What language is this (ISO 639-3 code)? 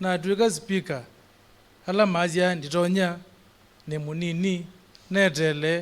kam